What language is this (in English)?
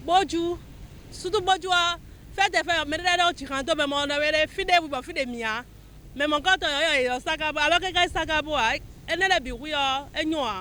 Fon